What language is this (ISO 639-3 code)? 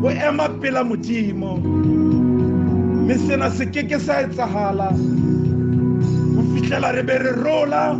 sot